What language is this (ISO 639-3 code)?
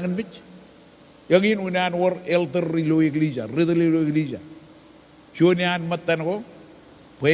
mah